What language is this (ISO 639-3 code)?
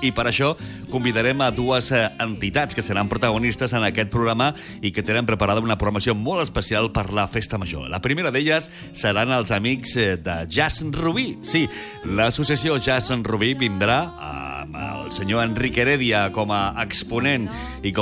cat